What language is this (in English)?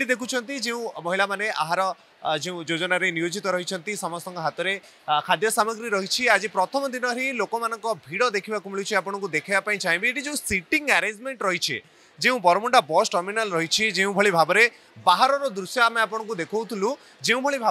Odia